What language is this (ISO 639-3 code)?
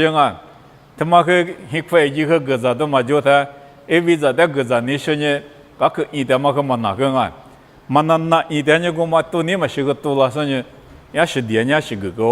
lis